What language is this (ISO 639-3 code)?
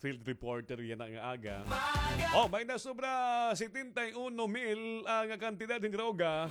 war